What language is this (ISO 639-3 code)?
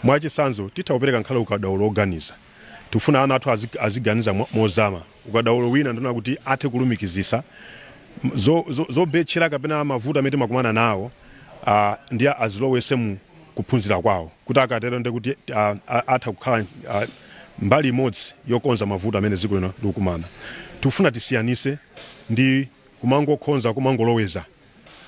nya